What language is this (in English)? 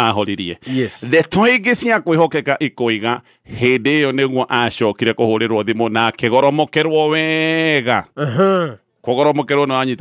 Kikuyu